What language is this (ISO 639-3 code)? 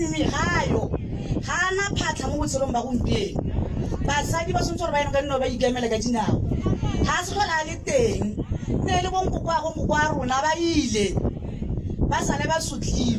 tsn